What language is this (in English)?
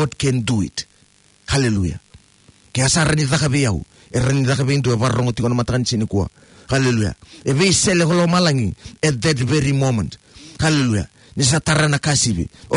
Fijian